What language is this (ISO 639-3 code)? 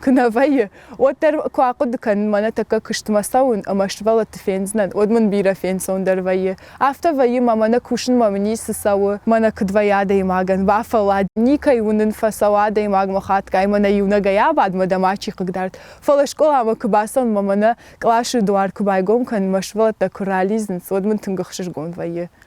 oss